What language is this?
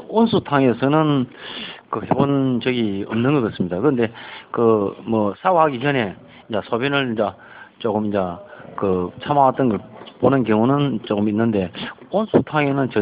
Korean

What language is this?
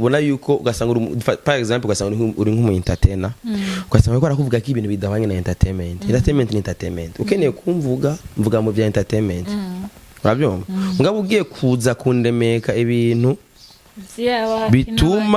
Rundi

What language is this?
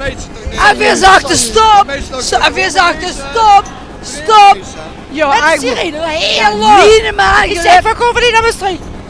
Limburgish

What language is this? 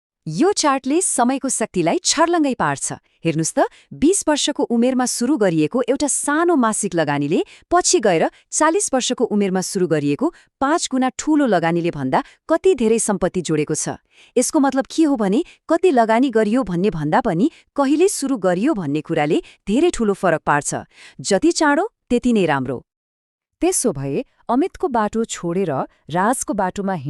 Nepali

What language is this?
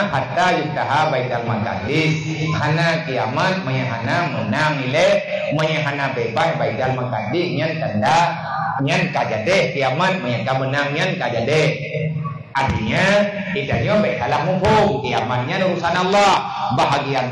Achinese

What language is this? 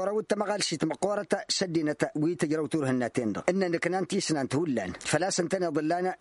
Tamasheq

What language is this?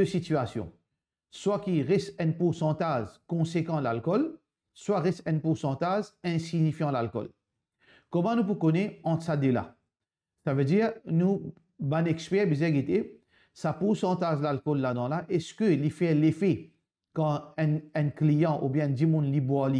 Morisyen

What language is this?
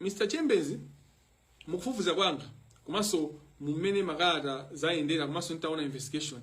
Nyanja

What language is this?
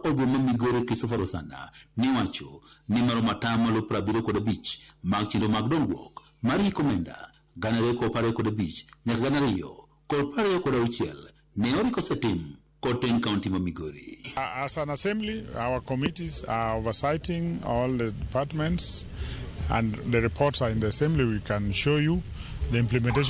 Luo (Kenya and Tanzania)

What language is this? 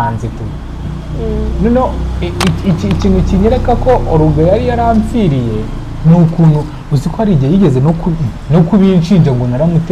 Kinyarwanda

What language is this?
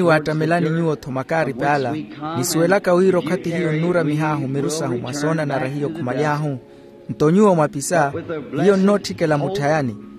Makhuwa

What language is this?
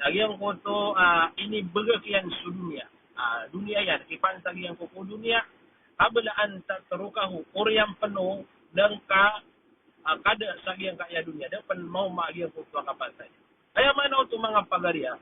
Maranao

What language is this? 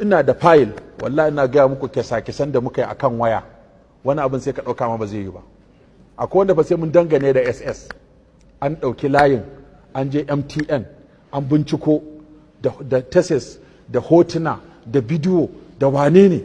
Hausa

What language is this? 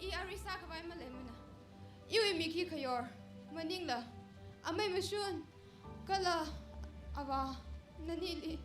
Tangkhul Naga (India)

